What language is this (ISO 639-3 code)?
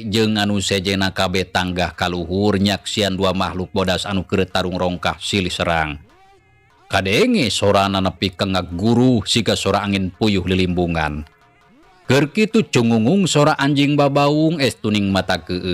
sun